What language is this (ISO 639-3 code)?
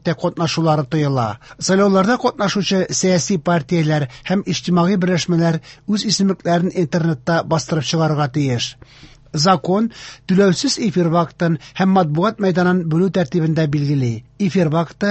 tat